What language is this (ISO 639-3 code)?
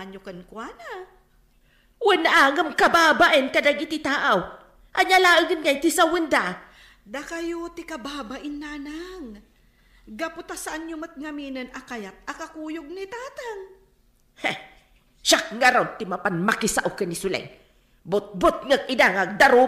ilo